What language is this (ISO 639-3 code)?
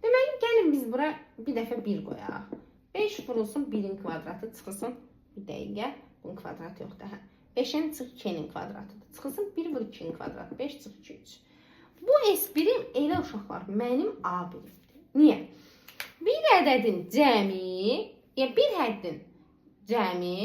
aze